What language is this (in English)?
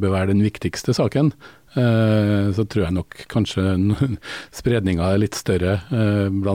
Norwegian